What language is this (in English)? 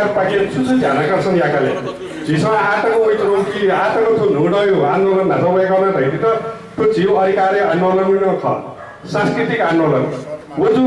Newari